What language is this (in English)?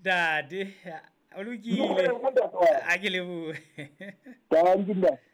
Southern Sotho